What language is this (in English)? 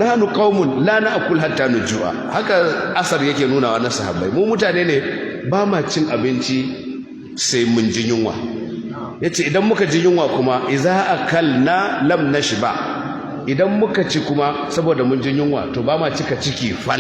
Hausa